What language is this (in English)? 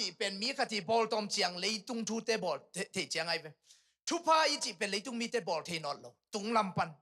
Tedim Chin